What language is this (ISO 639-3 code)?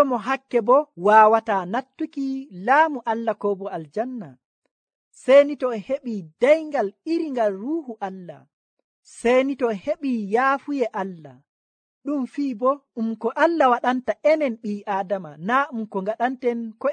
fuv